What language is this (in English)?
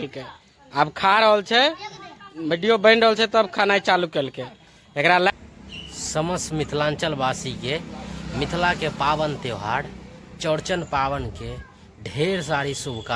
Maithili